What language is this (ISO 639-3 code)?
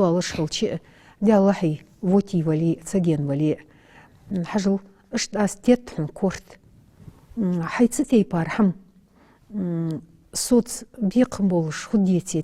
inh